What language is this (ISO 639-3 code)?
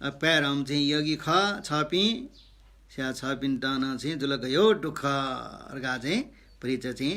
new